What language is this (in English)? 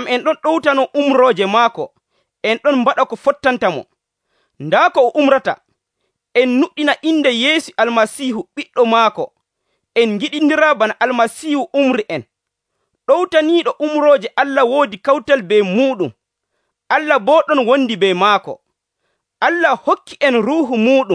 Nigerian Fulfulde